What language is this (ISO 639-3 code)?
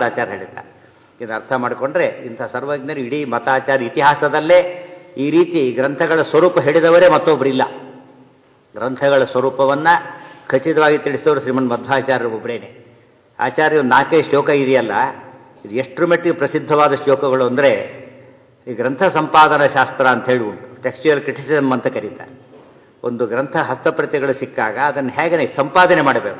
kan